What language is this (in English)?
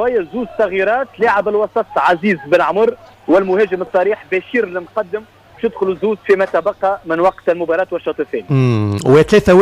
Tunisian Arabic